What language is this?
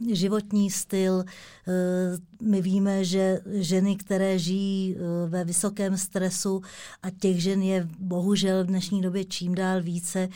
Czech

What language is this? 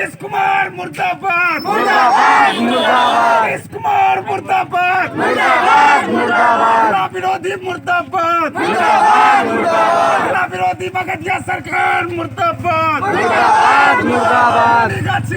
Maithili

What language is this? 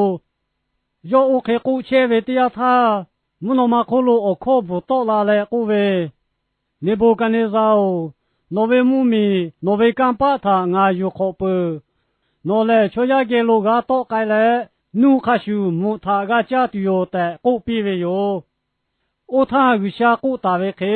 Lahu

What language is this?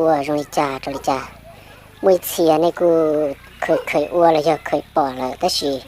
Hmong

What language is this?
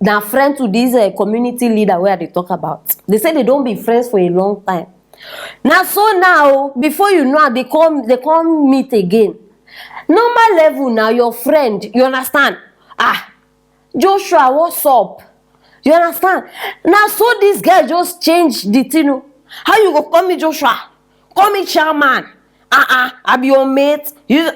Nigerian Pidgin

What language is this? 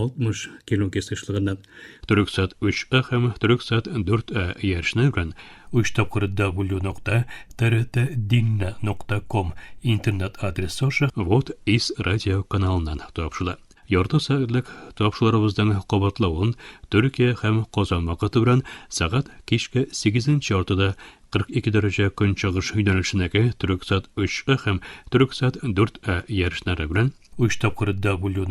Tatar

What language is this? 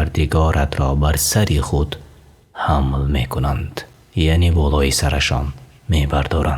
Tajik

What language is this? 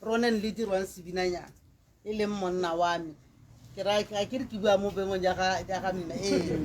Tswana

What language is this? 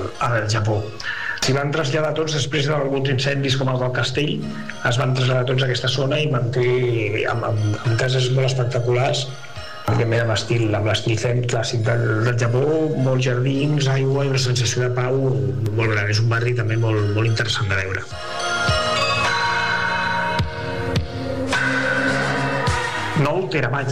Catalan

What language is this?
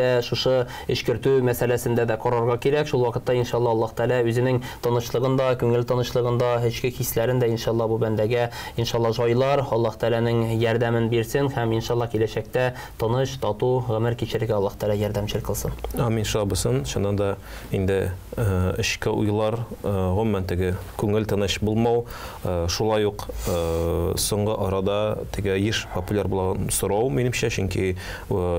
Tatar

